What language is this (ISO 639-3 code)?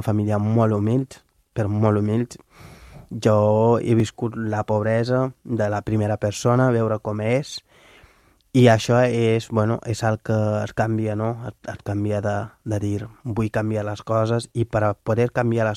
cat